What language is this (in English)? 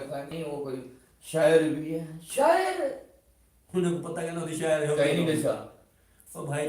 Saraiki